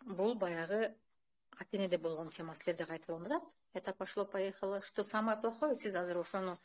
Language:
Kyrgyz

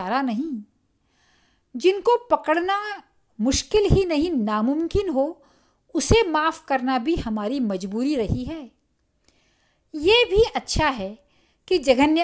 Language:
Hindi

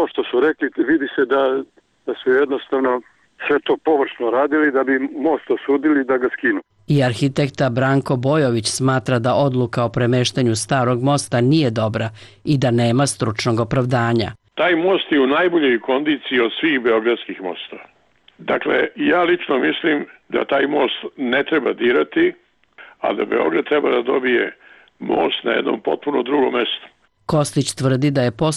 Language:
Serbian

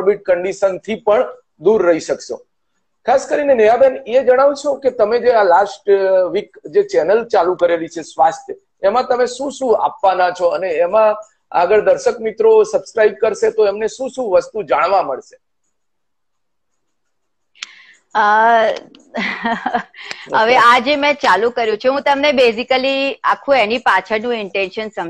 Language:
Gujarati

